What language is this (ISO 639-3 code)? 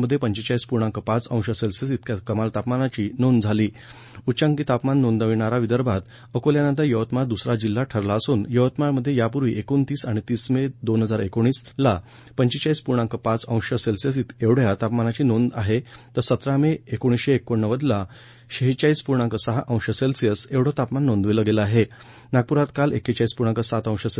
mar